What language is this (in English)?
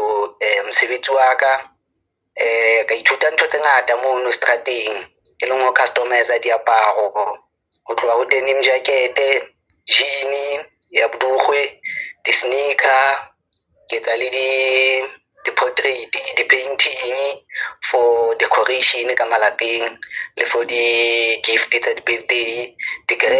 Southern Sotho